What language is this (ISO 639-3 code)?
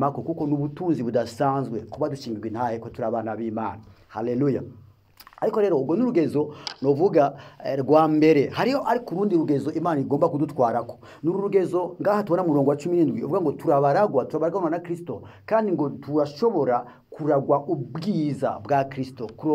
run